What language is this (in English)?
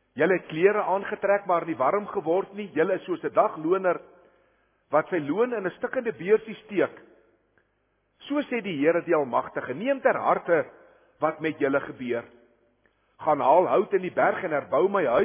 Afrikaans